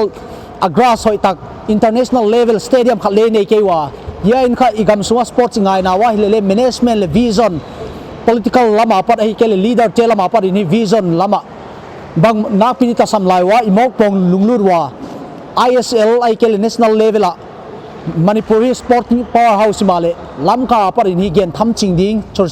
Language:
Paite Chin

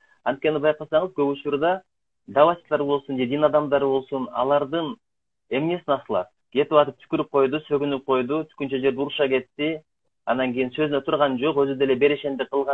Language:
Kyrgyz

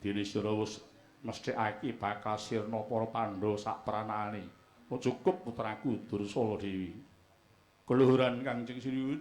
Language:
Javanese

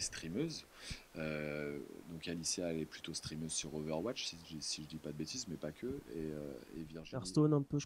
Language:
French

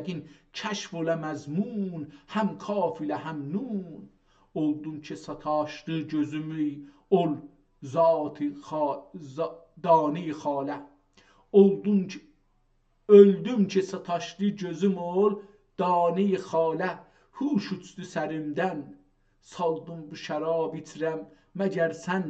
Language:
South Azerbaijani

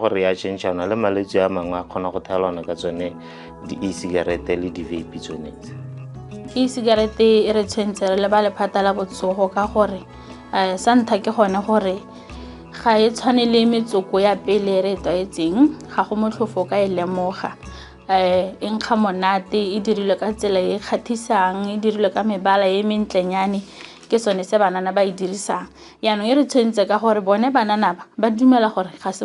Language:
Tswana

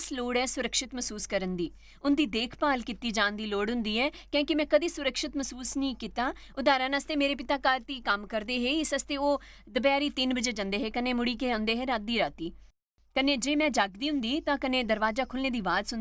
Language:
Dogri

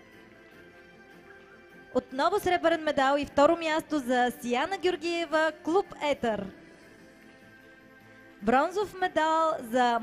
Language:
Bulgarian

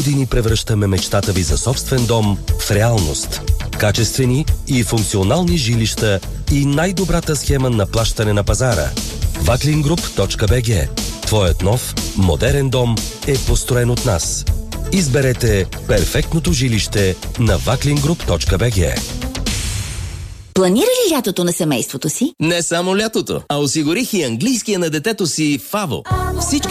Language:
Bulgarian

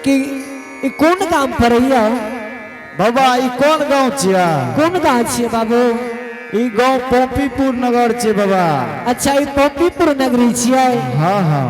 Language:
Angika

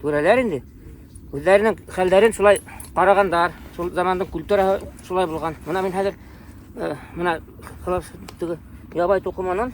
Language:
Bashkir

